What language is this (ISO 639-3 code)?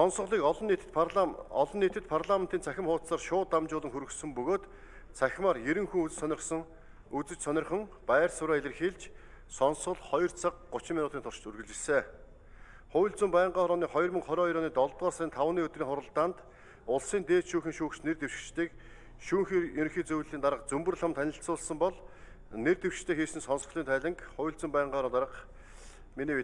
mon